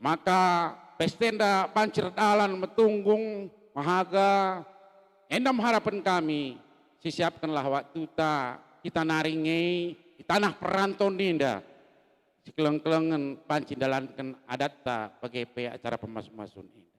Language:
Batak Karo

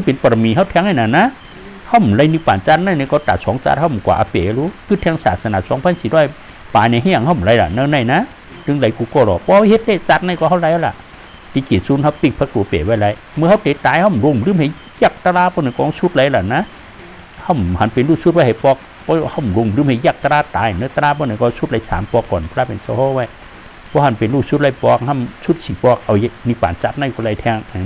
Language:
Shan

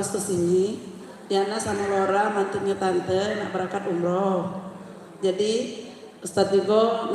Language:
Musi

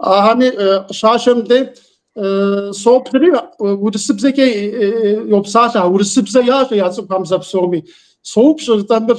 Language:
Kabardian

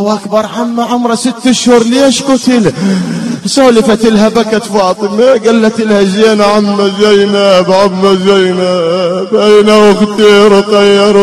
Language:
Mesopotamian Arabic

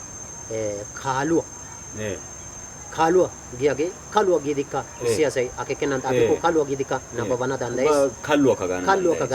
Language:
Wolaytta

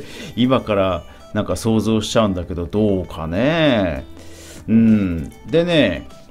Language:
Japanese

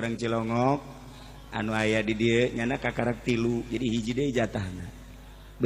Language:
Sundanese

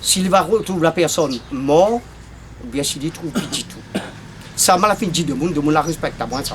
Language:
Réunion Creole French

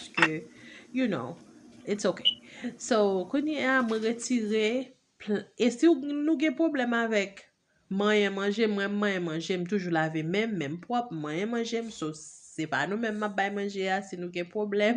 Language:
Haitian Creole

